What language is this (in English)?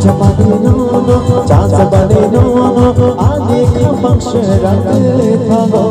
Kok Borok